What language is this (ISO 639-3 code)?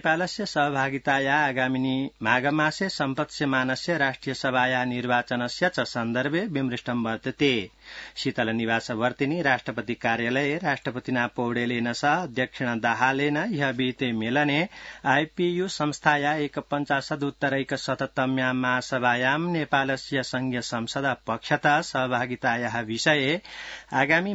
san